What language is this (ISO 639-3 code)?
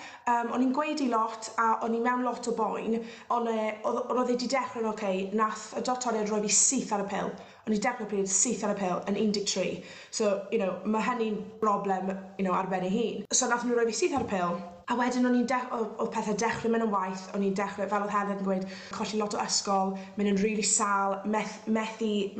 cym